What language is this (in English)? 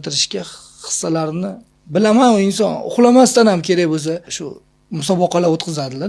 Uzbek